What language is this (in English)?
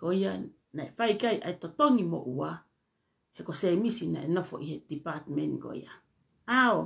Tongan